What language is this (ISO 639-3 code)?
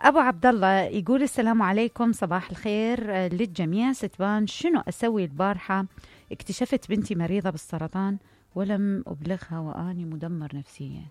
acm